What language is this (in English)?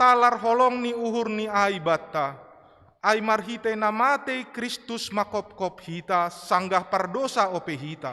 Batak Simalungun